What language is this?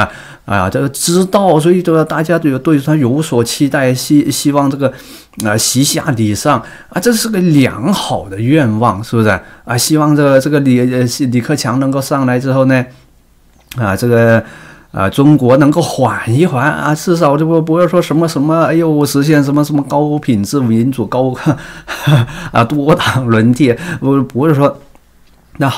Chinese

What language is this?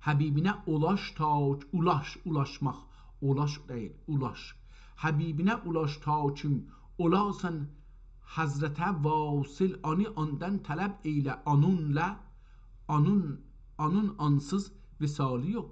South Azerbaijani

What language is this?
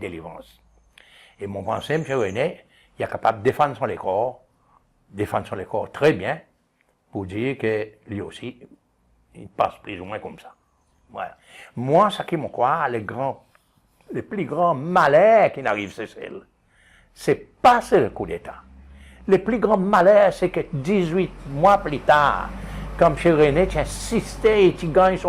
Seselwa Creole French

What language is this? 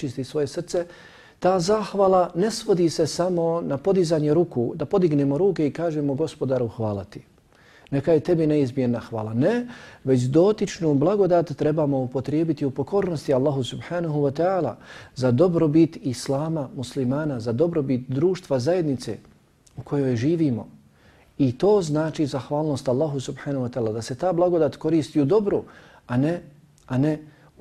Bosnian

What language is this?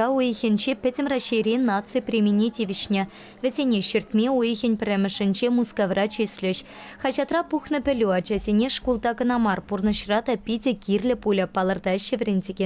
Chuvash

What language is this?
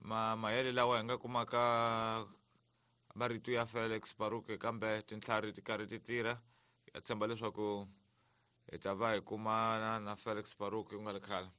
Tsonga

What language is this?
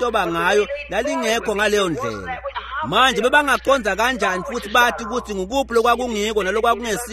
Swati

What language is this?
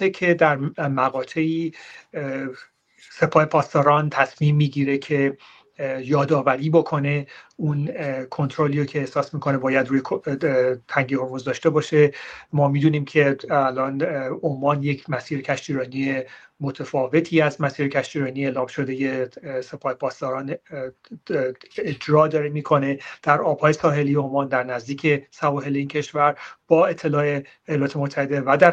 Persian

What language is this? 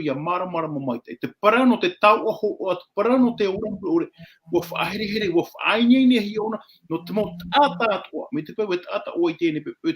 Tahitian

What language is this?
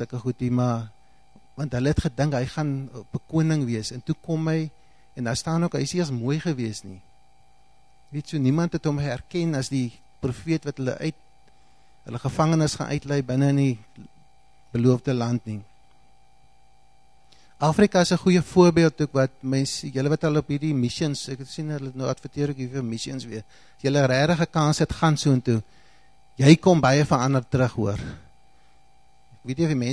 Afrikaans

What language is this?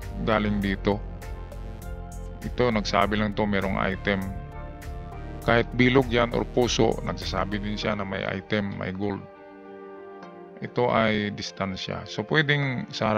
Filipino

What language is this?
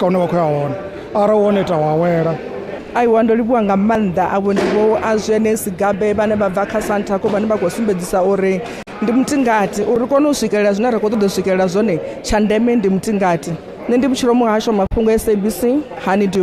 Venda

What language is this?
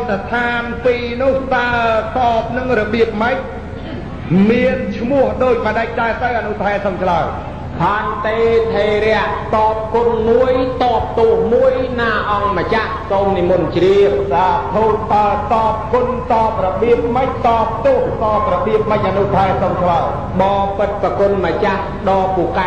Khmer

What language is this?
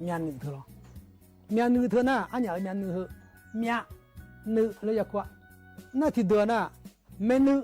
Akha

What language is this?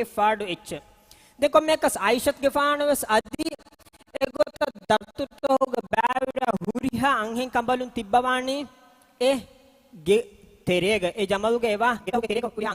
Divehi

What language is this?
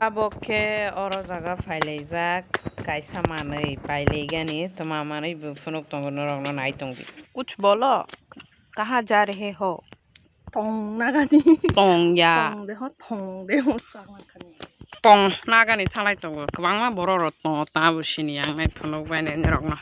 Kok Borok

